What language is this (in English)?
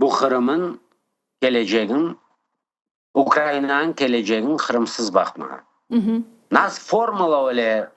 Crimean Tatar